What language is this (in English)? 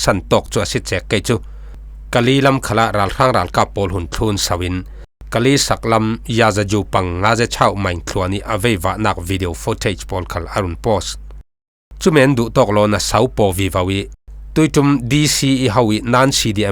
Falam Chin